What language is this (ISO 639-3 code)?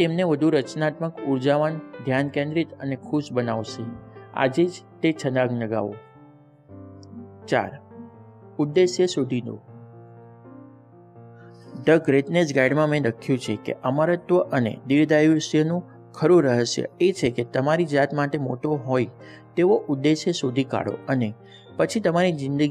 guj